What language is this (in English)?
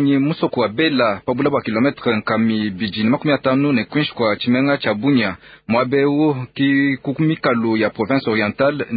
Luba-Lulua